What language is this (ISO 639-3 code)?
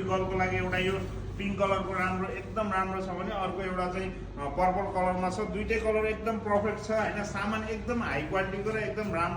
nep